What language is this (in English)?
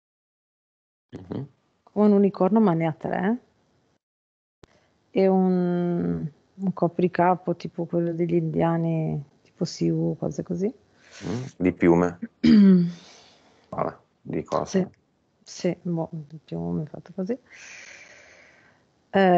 Italian